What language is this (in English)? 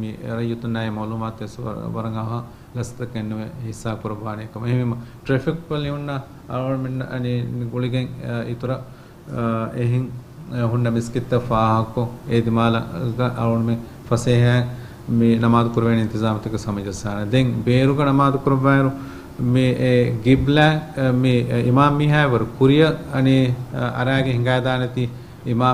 Divehi